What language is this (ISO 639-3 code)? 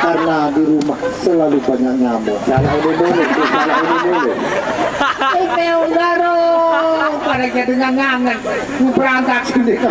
sas